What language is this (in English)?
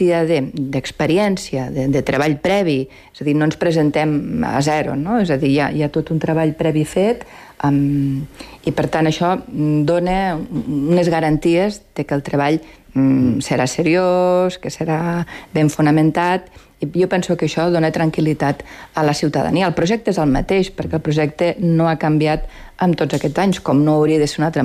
Catalan